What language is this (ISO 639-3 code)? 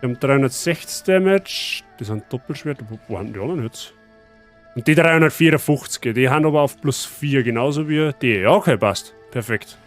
bar